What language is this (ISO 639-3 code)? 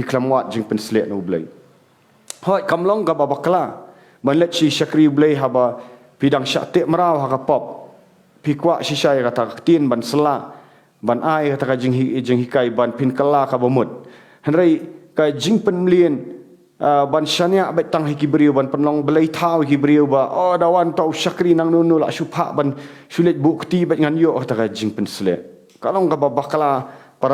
kha